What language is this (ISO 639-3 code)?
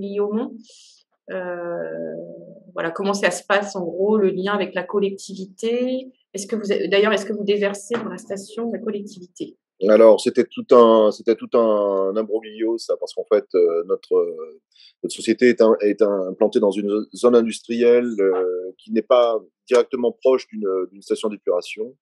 fra